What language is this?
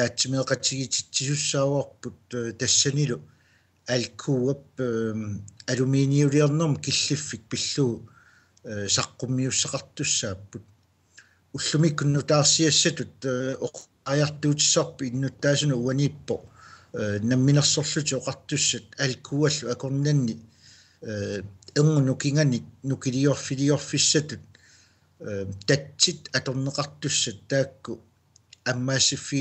Kalaallisut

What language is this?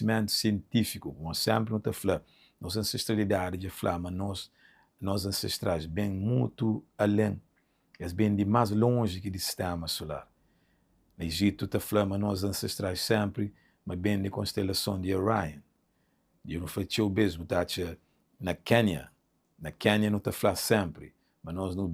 Kabuverdianu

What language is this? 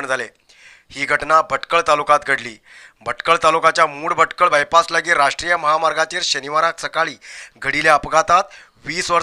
Konkani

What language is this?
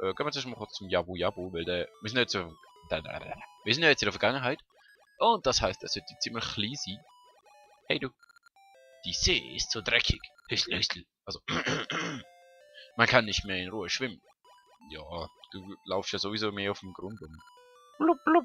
Swiss German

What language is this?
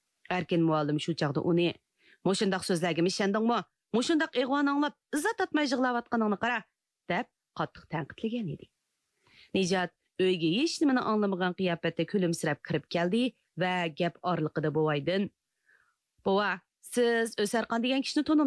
Uyghur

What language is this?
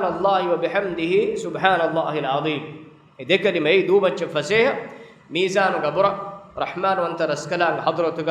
Divehi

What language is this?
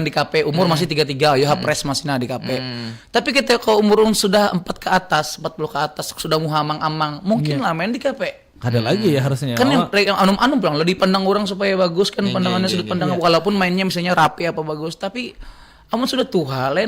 Banjar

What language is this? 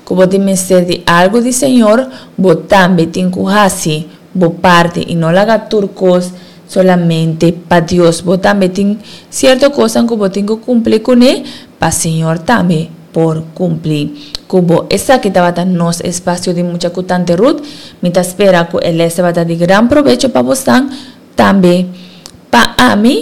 Papiamento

